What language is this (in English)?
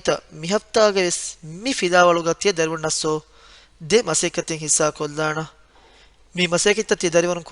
Divehi